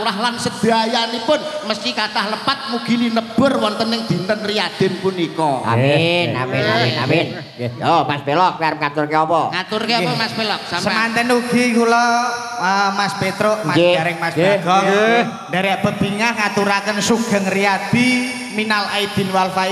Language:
Javanese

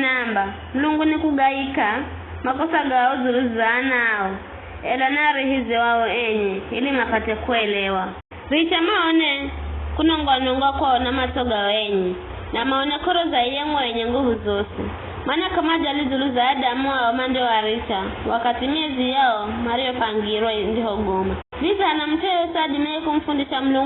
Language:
Giryama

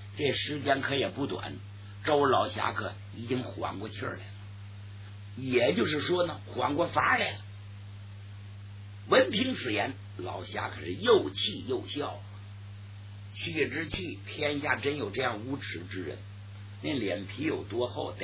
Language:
Chinese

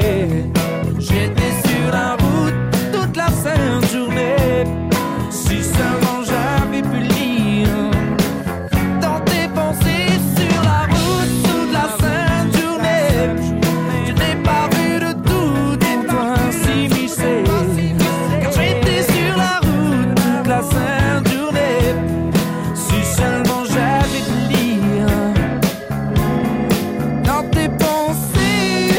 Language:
French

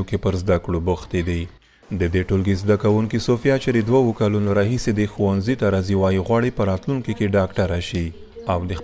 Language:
Pashto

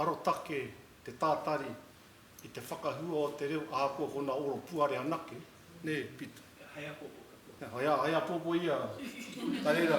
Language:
Māori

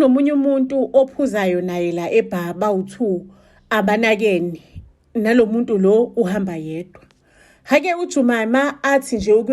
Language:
Zulu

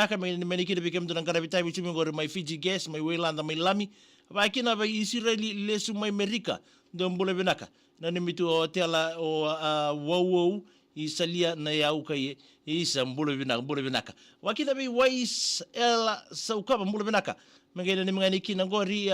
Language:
Fijian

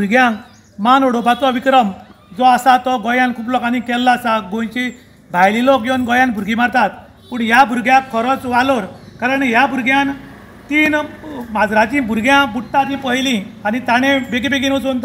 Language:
Konkani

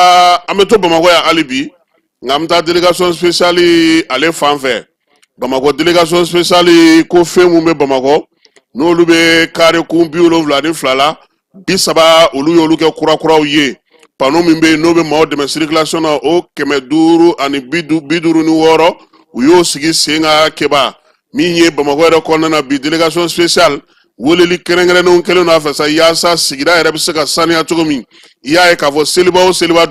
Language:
Bambara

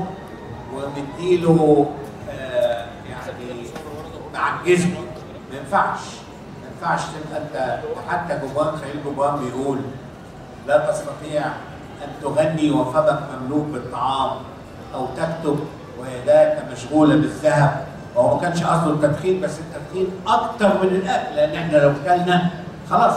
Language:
Egyptian Arabic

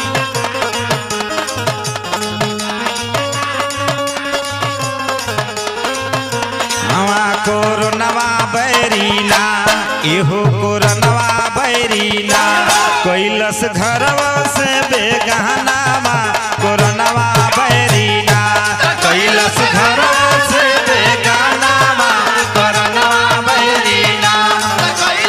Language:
Bhojpuri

